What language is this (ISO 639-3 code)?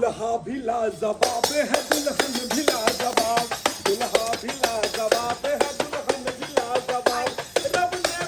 mai